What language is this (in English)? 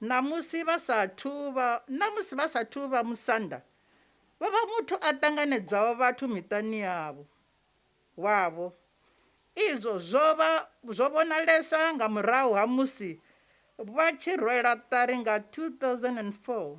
Venda